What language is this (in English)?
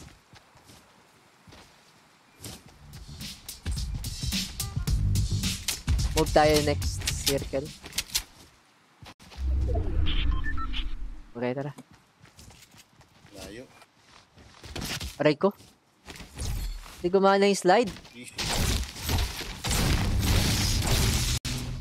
Filipino